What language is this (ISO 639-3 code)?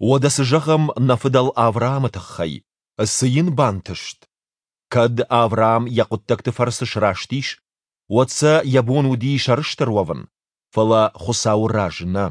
oss